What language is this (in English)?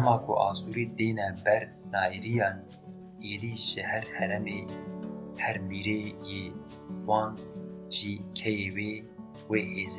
Kurdish